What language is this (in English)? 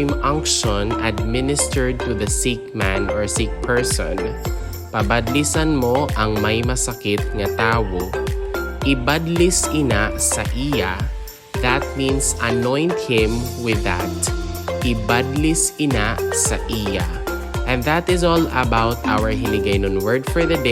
Hiligaynon